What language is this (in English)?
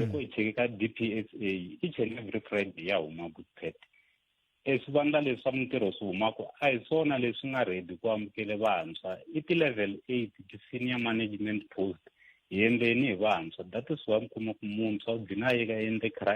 Tsonga